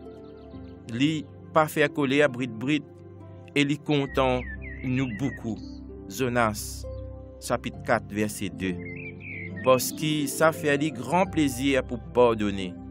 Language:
Morisyen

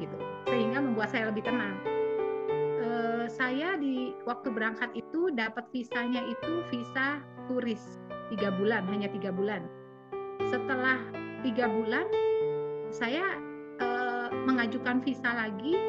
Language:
Indonesian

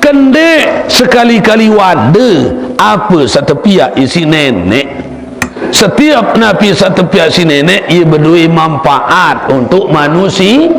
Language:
Sasak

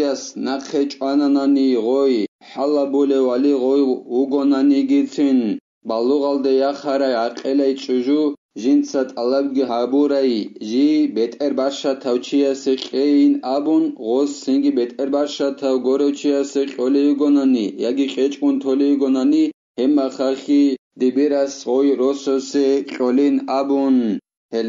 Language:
Avaric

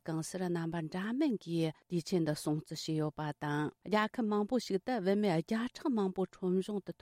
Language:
Tibetan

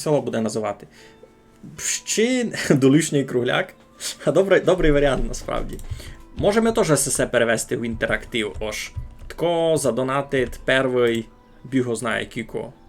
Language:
Rusyn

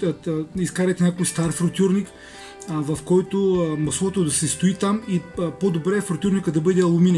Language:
Bulgarian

